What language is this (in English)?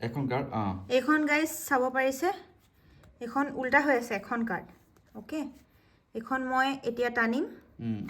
Assamese